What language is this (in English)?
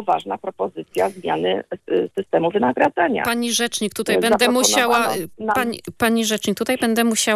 Polish